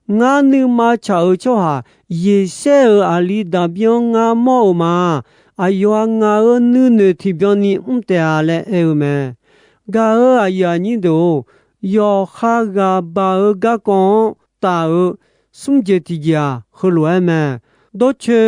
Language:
Akha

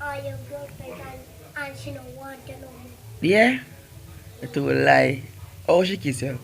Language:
Jamaican Creole English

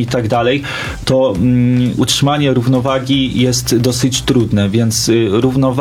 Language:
Polish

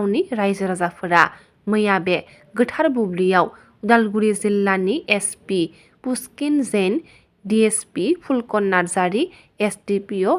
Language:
Bodo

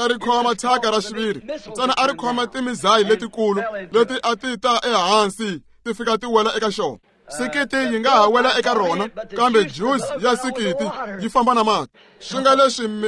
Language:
Tsonga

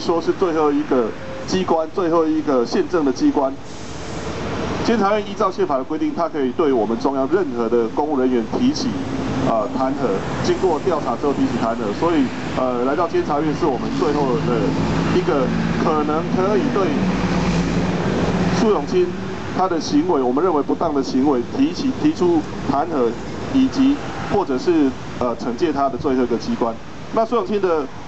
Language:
Chinese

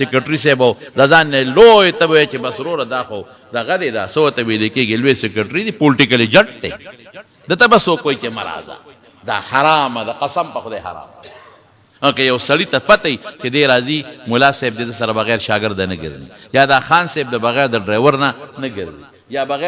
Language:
Pashto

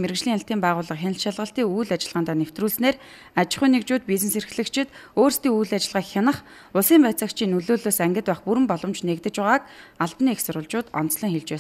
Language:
Mongolian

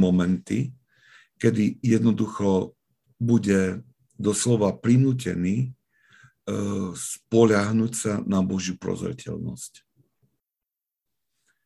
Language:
Slovak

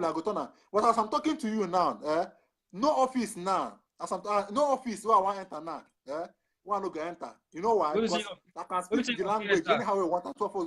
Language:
Nigerian Pidgin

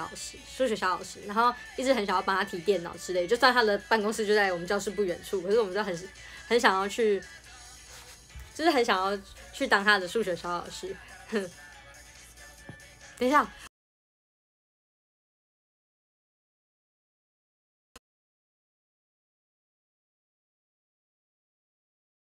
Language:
Chinese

